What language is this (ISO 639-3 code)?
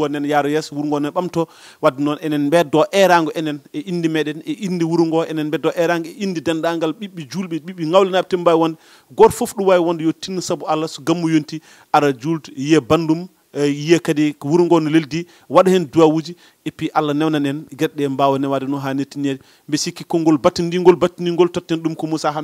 ful